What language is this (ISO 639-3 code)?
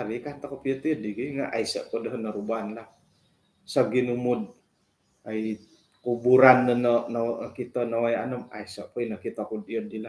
dtp